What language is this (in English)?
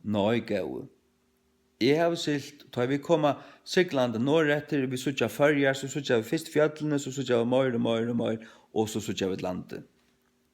Faroese